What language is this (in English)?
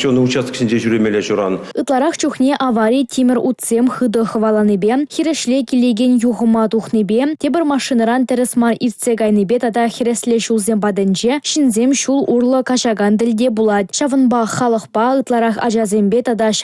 Chuvash